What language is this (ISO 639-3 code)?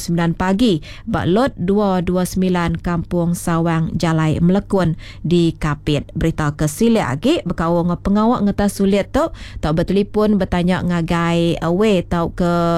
iba